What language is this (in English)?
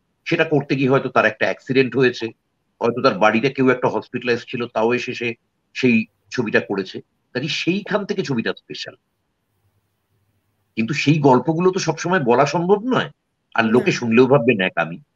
Bangla